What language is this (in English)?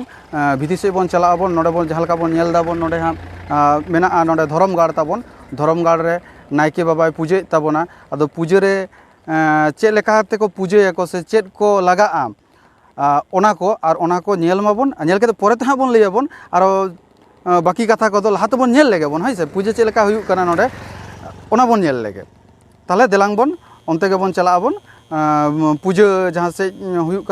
Santali